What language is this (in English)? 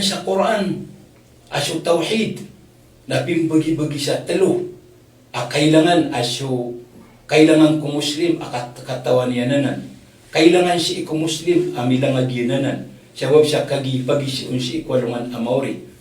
Maranao